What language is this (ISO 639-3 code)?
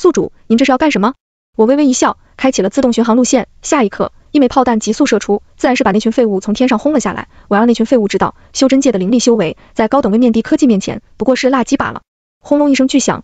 zho